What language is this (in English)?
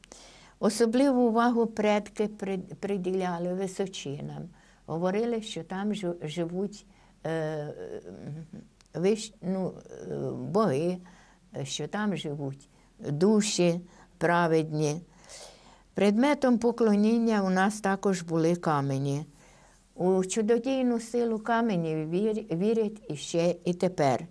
Ukrainian